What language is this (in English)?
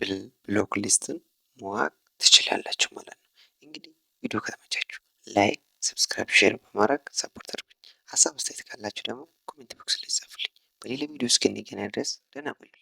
Amharic